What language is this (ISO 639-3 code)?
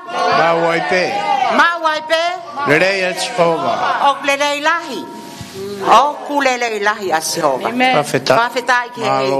ton